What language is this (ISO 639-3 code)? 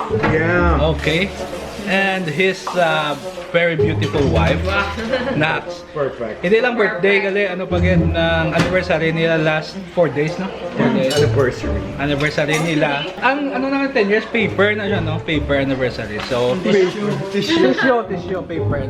hil